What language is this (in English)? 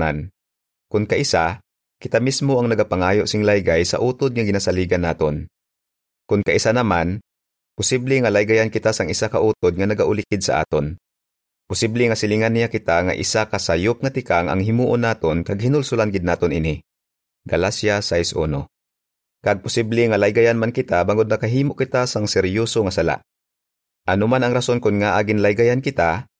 Hiligaynon